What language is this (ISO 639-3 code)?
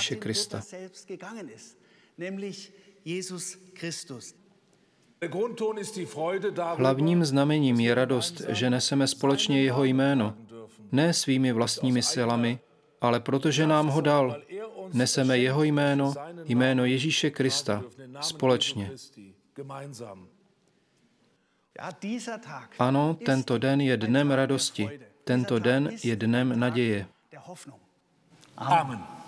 ces